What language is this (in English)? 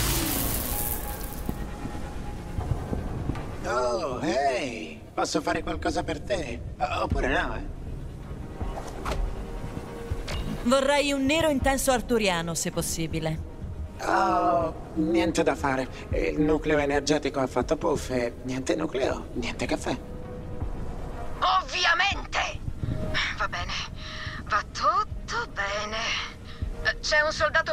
Italian